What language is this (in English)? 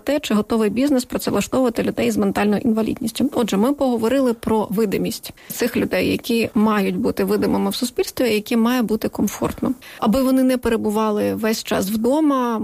Ukrainian